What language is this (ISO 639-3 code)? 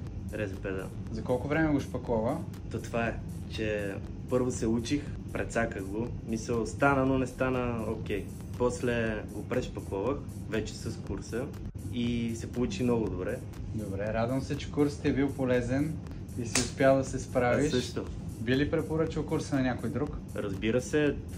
bul